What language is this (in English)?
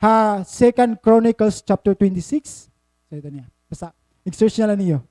Waray